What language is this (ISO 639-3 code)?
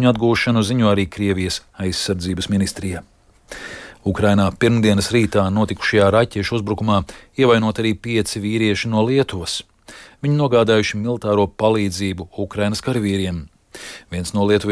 lav